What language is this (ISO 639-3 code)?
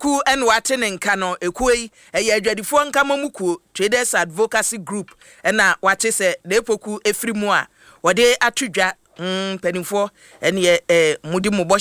aka